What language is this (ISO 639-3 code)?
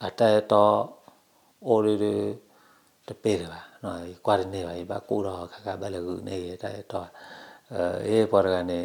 ksw